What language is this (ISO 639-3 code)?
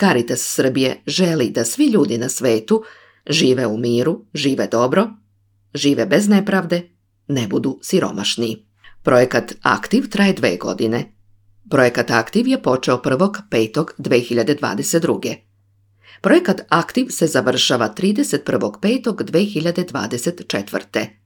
srp